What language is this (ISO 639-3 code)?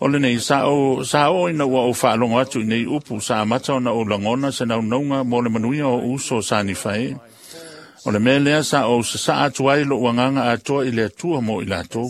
smo